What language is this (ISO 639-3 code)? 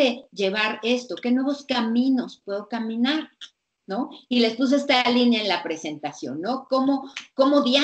spa